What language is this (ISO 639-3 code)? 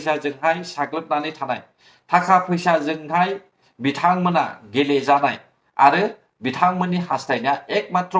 brx